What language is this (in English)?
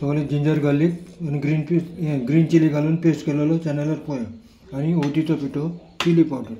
Konkani